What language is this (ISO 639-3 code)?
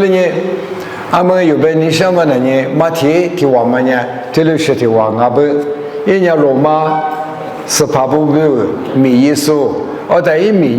lis